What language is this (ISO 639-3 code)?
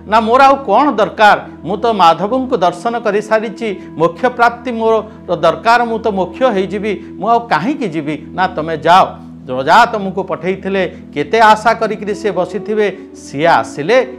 ori